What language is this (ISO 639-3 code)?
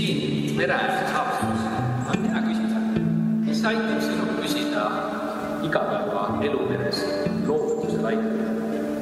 est